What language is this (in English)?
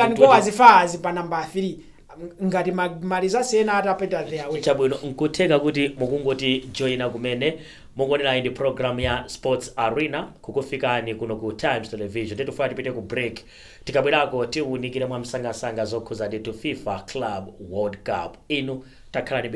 Nyanja